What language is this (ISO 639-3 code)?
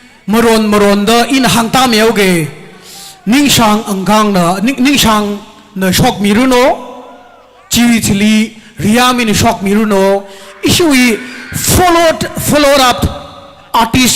nmf